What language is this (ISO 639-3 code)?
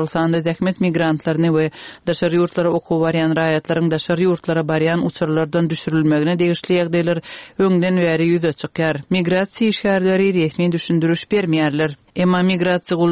tuk